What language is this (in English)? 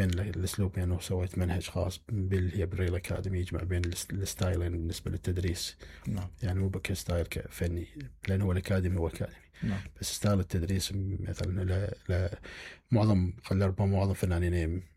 Mesopotamian Arabic